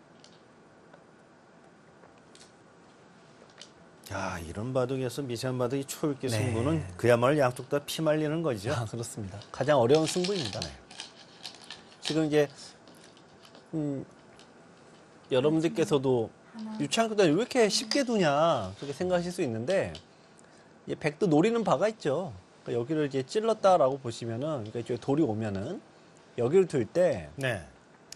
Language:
Korean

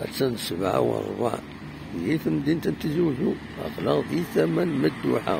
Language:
Kabyle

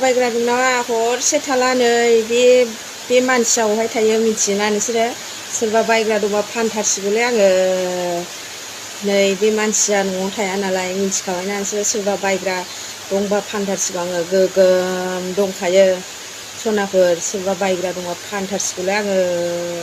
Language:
Bodo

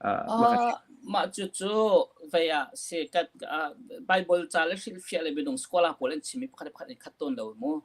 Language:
Hakha Chin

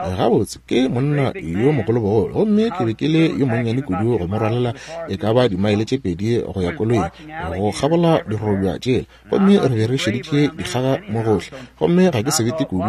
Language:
Northern Sotho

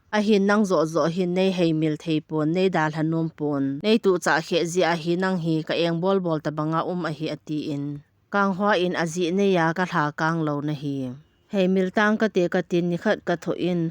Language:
Thado Chin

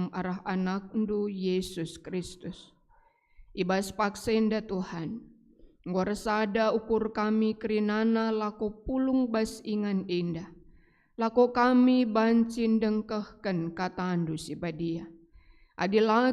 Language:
Batak Karo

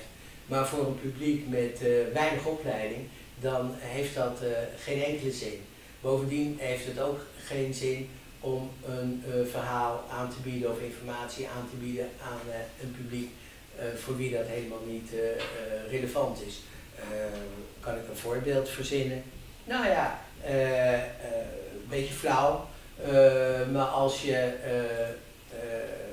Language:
Dutch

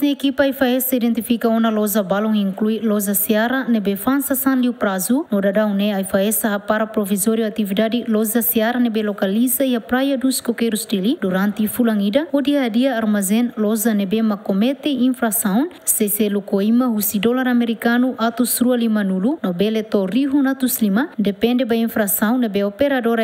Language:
Tetum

